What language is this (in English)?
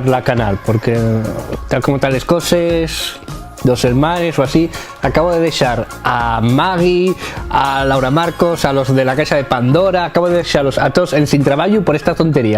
Asturian